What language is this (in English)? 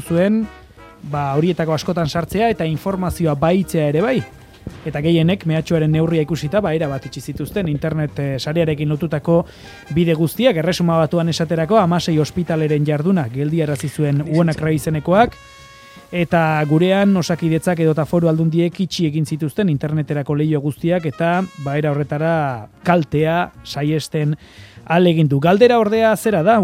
Basque